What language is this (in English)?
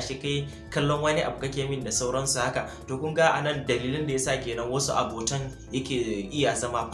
Hausa